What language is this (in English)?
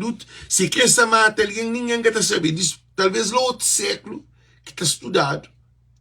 Kabuverdianu